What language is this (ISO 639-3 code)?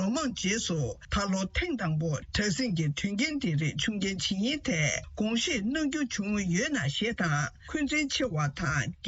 bod